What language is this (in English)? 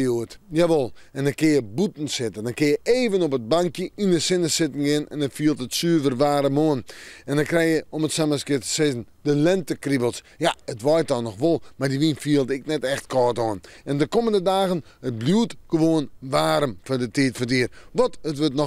Western Frisian